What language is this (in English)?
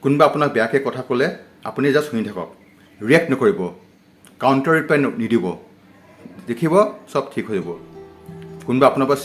Assamese